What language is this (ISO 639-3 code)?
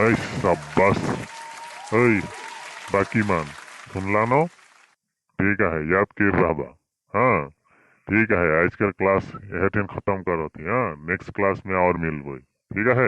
sck